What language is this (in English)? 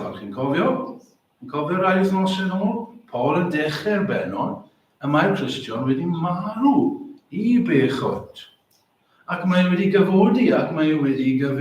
Welsh